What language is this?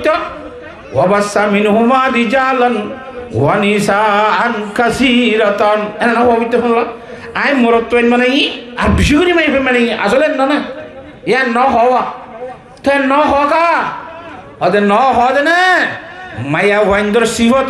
Rohingya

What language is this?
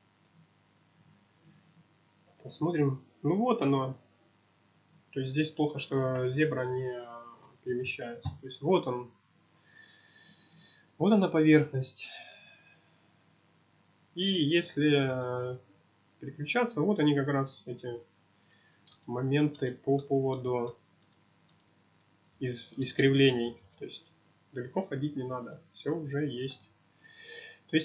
Russian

